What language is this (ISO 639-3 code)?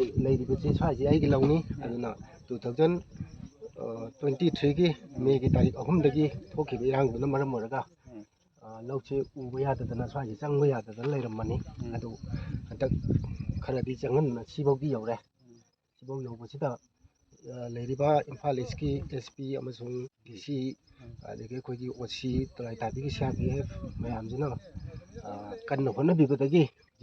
mni